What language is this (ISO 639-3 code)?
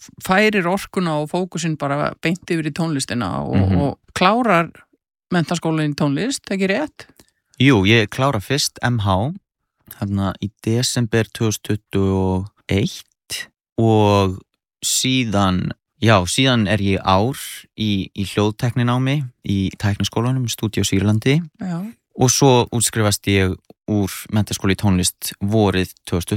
isl